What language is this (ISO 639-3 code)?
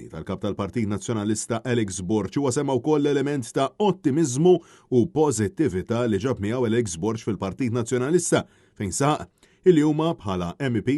mlt